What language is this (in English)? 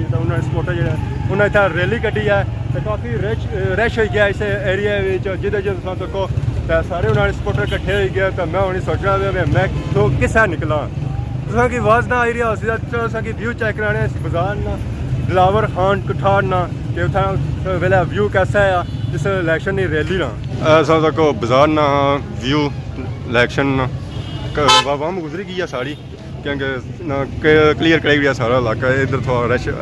Pahari-Potwari